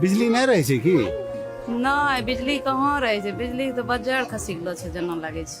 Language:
Angika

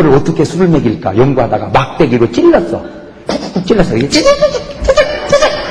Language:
Korean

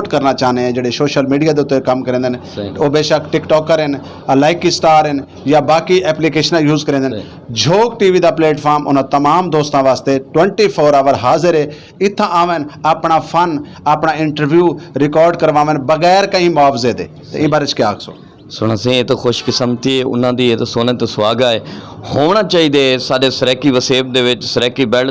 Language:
Saraiki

